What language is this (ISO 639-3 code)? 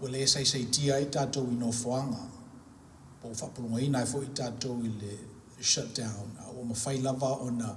smo